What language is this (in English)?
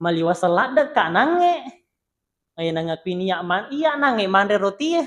Buginese